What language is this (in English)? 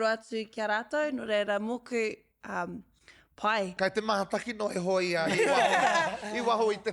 Māori